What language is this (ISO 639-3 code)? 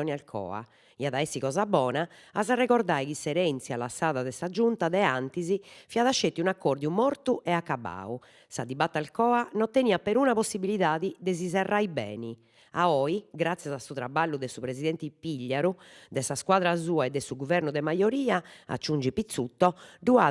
srd